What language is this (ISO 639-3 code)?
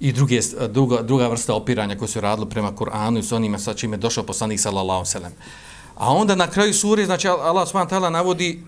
bos